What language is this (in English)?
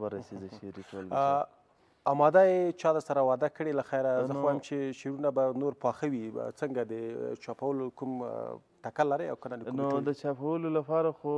Pashto